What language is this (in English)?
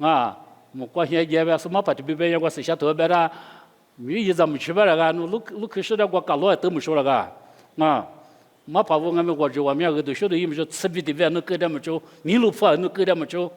Lisu